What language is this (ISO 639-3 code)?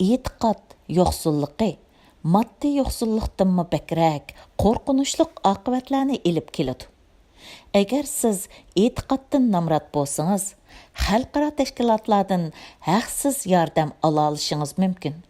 uig